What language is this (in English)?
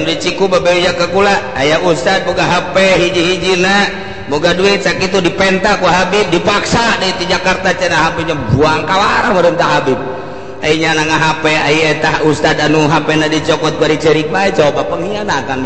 Sundanese